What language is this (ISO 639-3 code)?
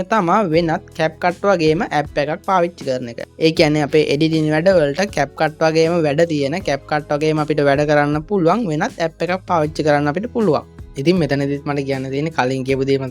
sin